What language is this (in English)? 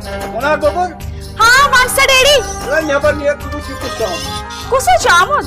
Kashmiri